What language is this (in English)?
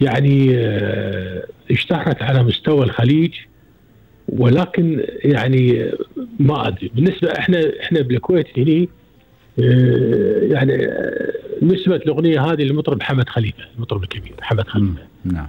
Gulf Arabic